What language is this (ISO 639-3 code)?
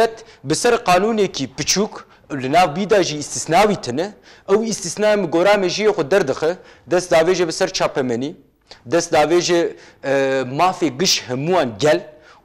kur